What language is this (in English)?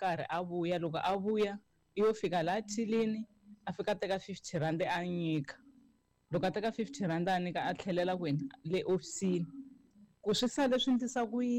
Tsonga